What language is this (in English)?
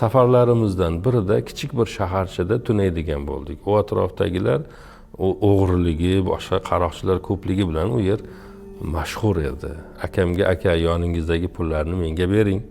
Uzbek